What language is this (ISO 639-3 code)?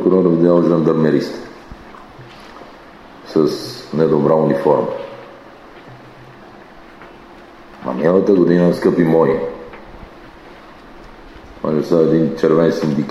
bul